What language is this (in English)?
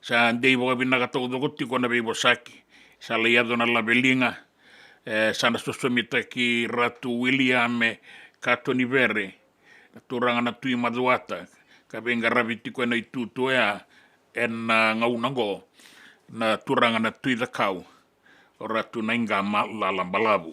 Fijian